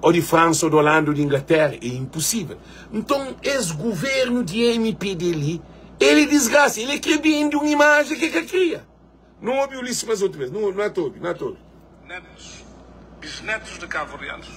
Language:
Kabuverdianu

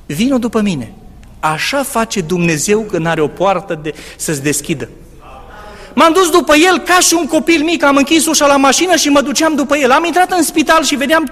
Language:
Romanian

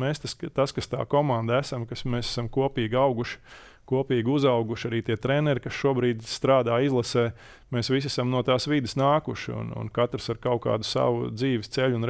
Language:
Latvian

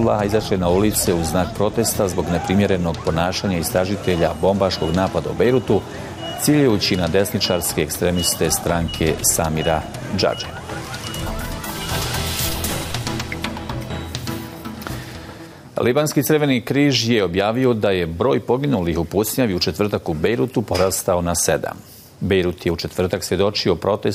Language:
Bosnian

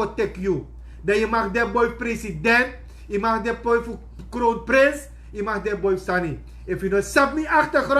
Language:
Sranan Tongo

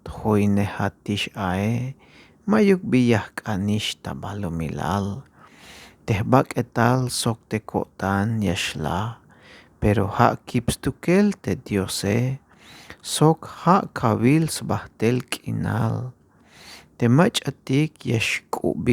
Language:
Tzeltal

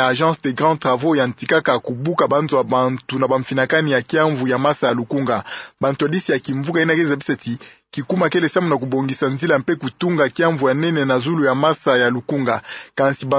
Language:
Kituba (Democratic Republic of Congo)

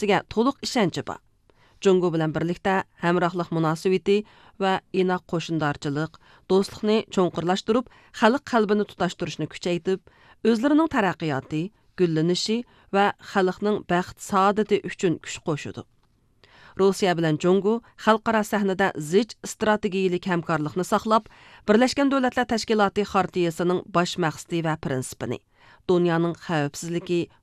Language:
Uyghur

